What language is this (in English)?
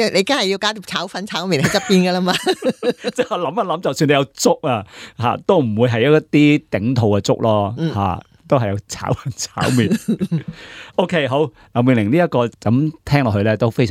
Cantonese